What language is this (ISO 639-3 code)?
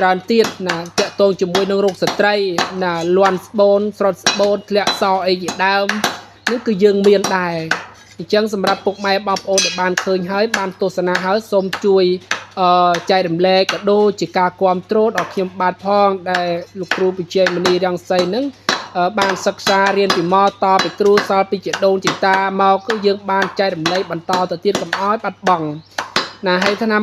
khm